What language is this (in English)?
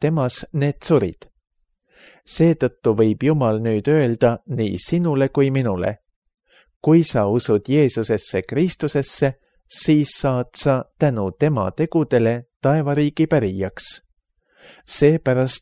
Estonian